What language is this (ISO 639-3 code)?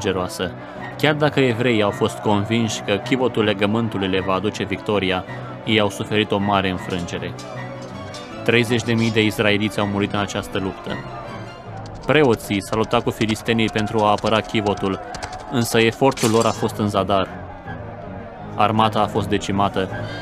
ron